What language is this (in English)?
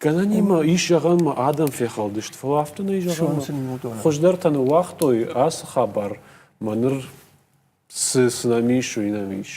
Ossetic